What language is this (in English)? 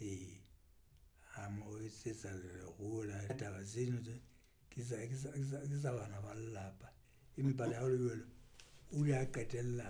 Southern Sotho